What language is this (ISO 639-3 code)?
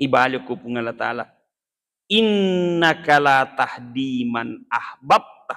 bug